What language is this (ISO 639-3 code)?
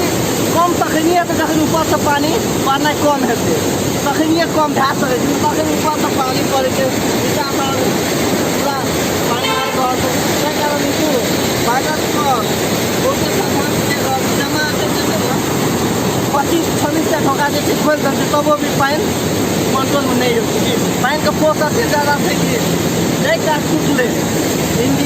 mai